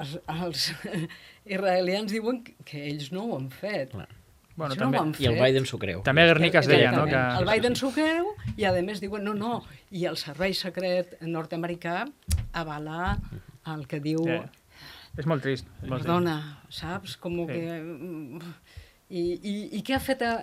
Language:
Catalan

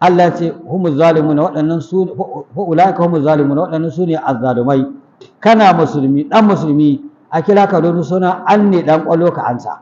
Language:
Hausa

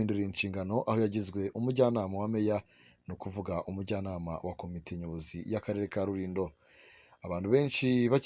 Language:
Kinyarwanda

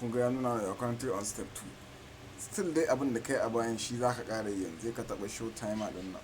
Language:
Hausa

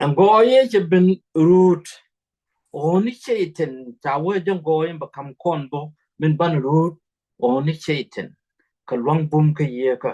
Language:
Nuer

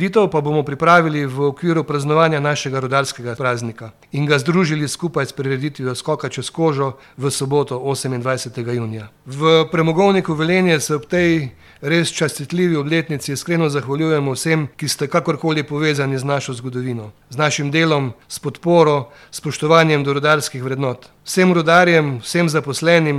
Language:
Slovenian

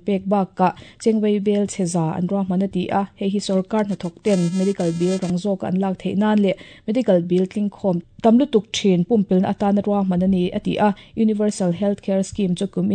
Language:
Mizo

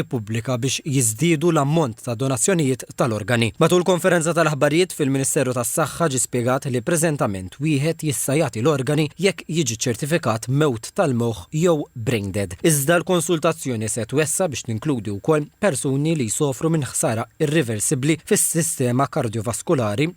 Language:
Maltese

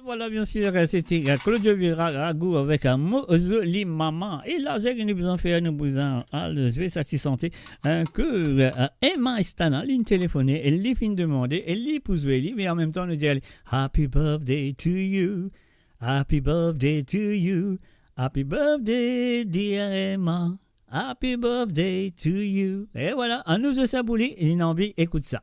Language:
Morisyen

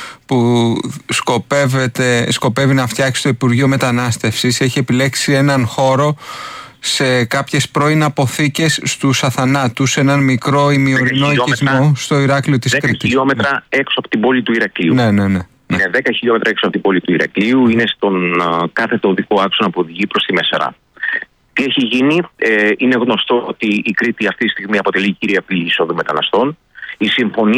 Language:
Greek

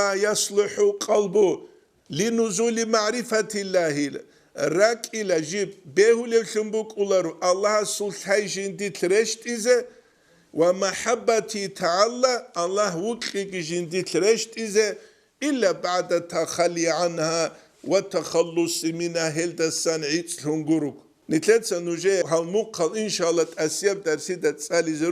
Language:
Avaric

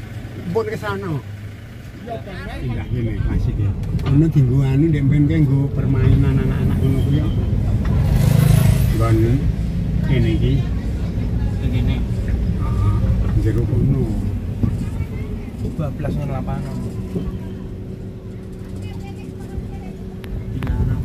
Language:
Javanese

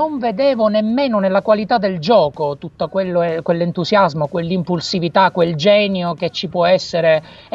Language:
Italian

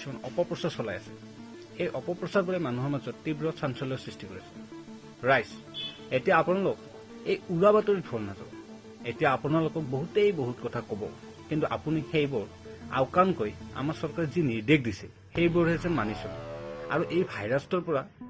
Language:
Assamese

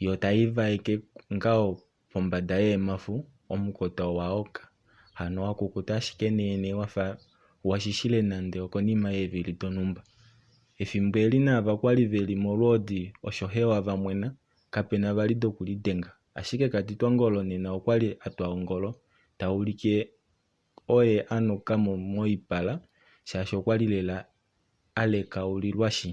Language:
Kuanyama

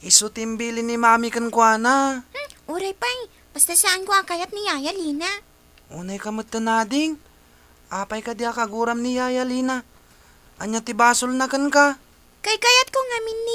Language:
Iloko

